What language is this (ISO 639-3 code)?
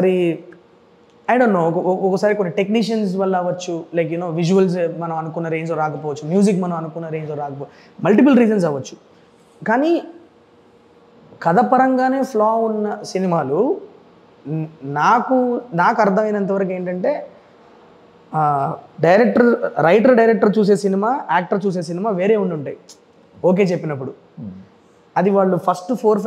tel